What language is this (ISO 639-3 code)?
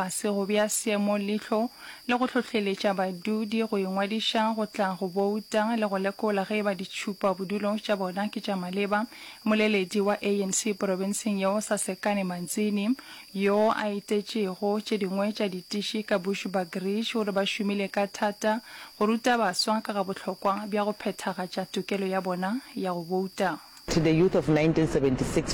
nso